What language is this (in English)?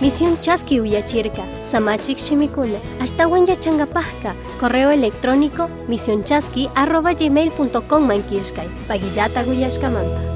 Chimborazo Highland Quichua